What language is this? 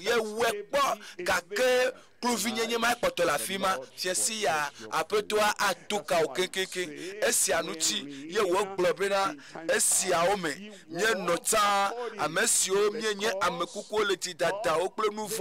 Ewe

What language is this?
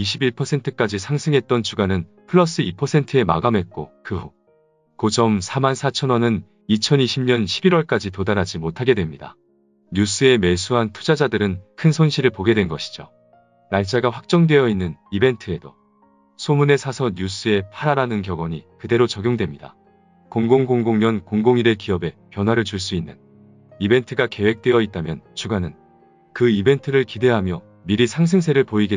Korean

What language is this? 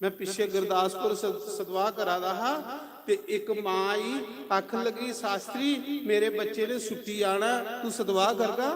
Dogri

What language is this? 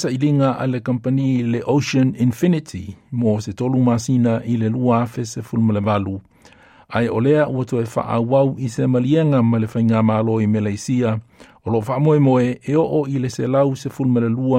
Samoan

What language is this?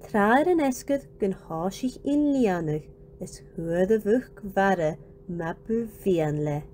Scottish Gaelic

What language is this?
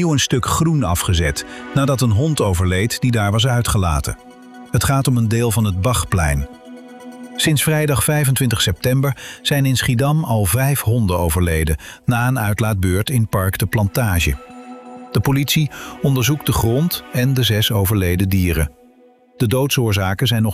Dutch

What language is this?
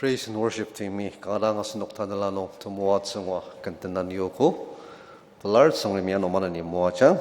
Ao Naga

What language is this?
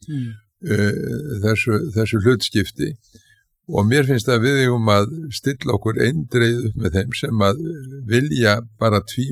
Icelandic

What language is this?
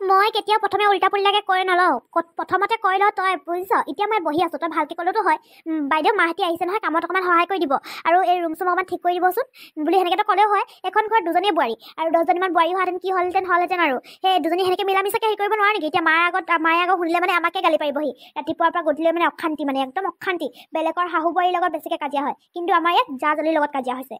Assamese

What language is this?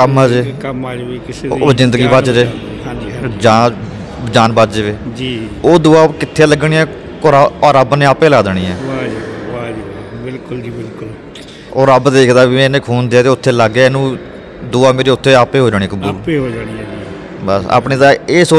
Punjabi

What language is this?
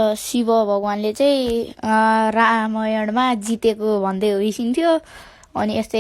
Nepali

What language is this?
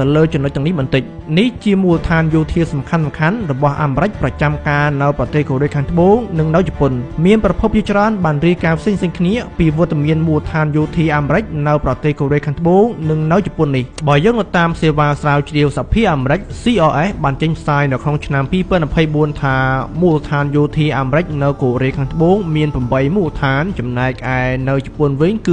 Khmer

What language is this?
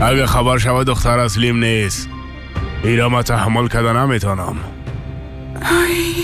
Persian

